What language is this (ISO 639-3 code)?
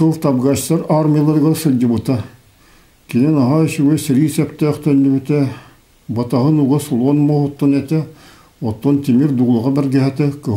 sah